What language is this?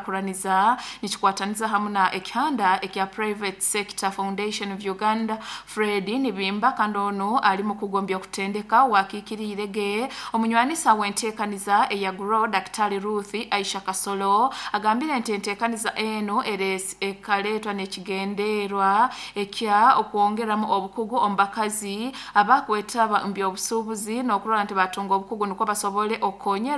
Nyoro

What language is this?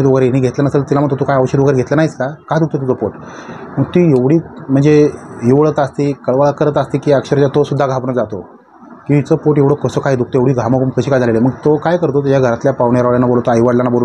Marathi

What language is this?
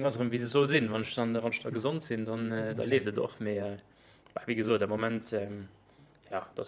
Luxembourgish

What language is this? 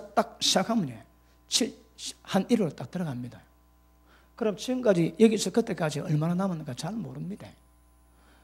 Korean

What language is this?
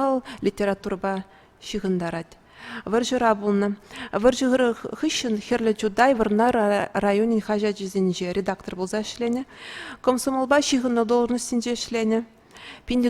Chuvash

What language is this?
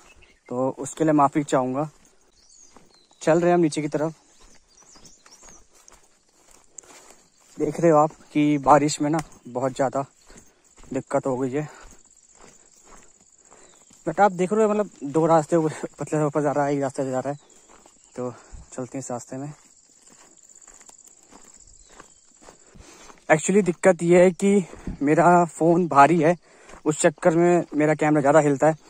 Hindi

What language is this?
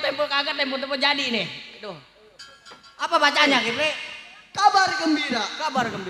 Betawi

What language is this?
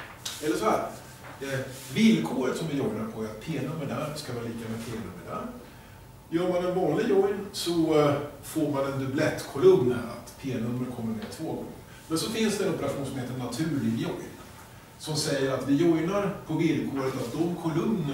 Swedish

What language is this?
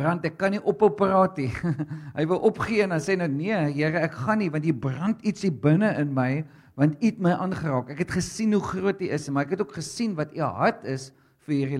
Afrikaans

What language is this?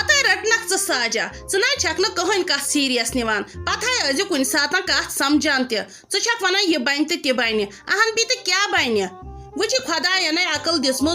Kashmiri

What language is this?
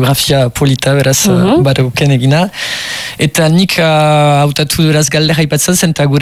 Basque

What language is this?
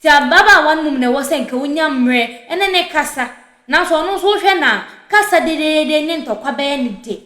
Akan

